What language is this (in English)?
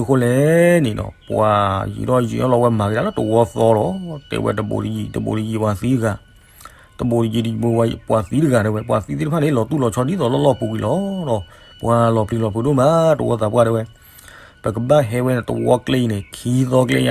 S'gaw Karen